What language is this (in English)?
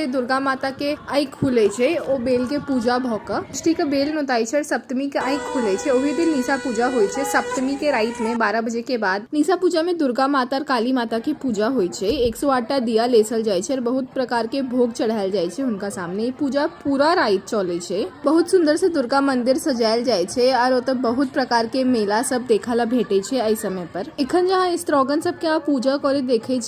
Maithili